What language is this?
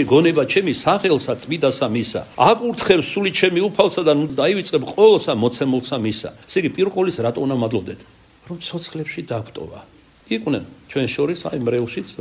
Georgian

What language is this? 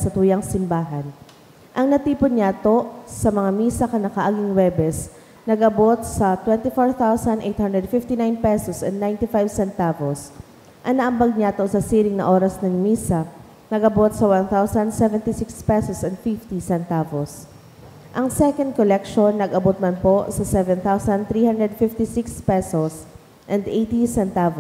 Bikol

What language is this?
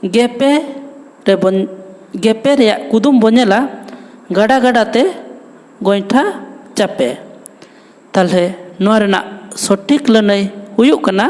Santali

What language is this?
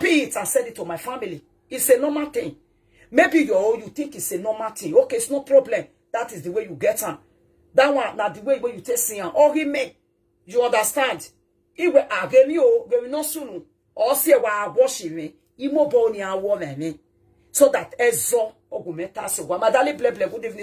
Nigerian Pidgin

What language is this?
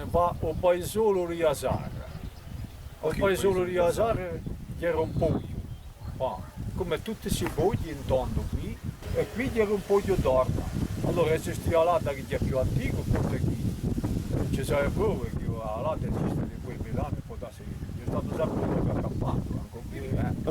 Corsican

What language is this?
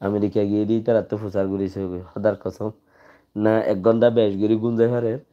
Rohingya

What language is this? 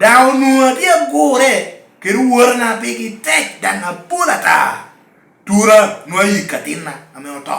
Lango (Uganda)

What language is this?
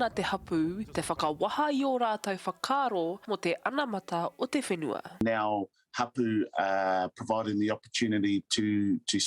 Māori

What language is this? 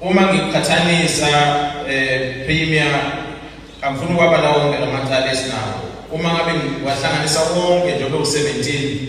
Zulu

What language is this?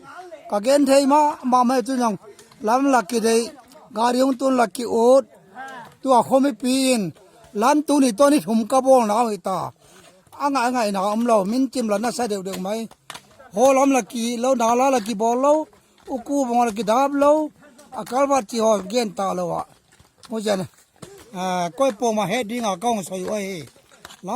Paite Chin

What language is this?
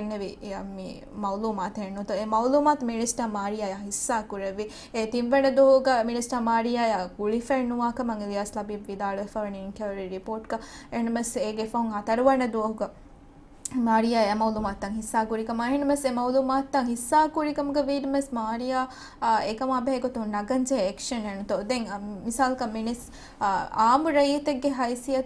Divehi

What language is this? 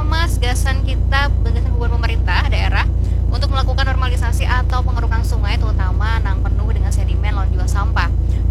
Banjar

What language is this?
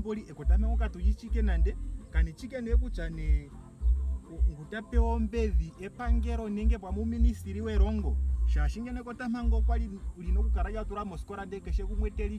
Ndonga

